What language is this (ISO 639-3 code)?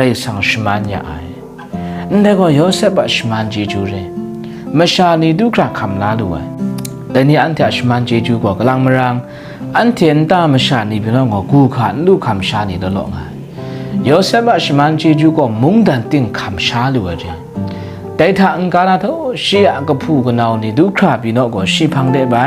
kac